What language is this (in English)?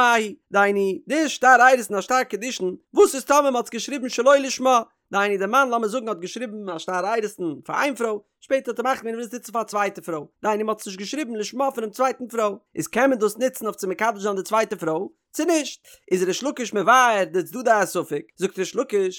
Yiddish